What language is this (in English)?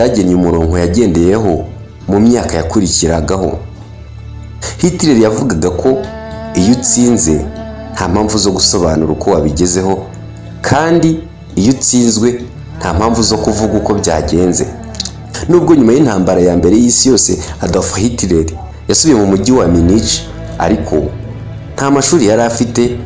Kinyarwanda